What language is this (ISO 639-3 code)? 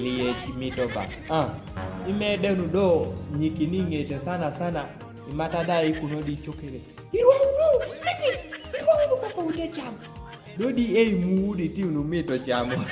kdi